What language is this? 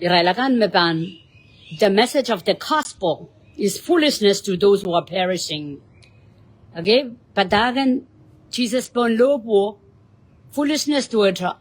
Pohnpeian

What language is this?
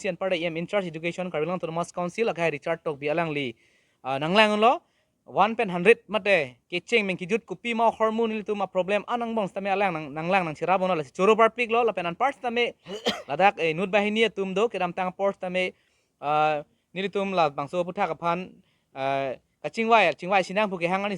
Karbi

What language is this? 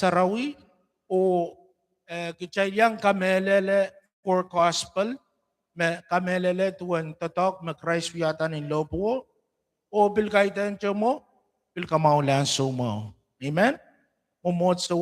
Pohnpeian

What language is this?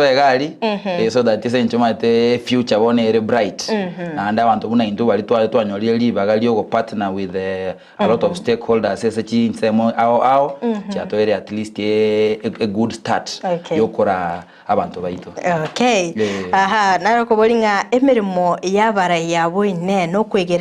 Gusii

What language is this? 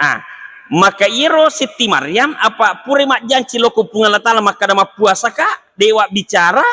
Buginese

